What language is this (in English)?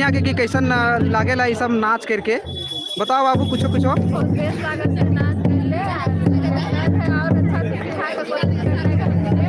Sadri